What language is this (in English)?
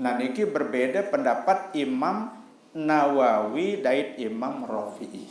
Sasak